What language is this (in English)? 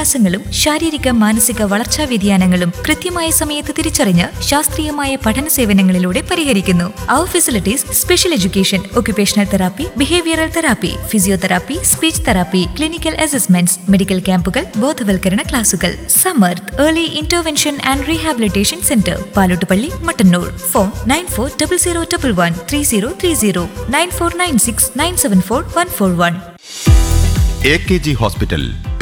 Malayalam